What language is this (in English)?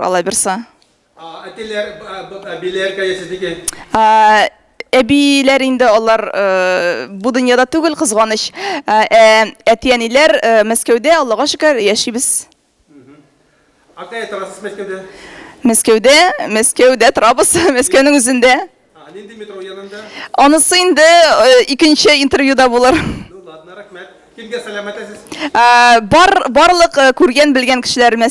Tatar